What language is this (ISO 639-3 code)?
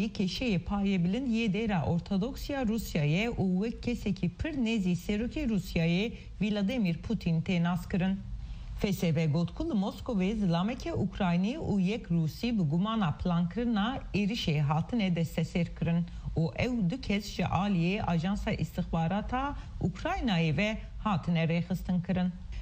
kur